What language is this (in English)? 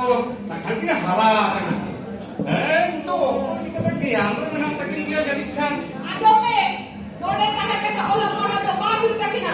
Santali